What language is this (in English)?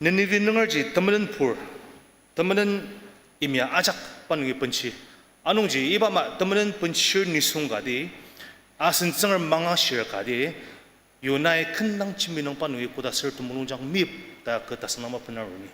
Ao Naga